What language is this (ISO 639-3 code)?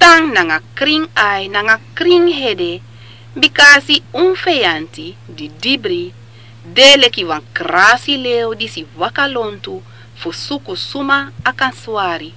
srn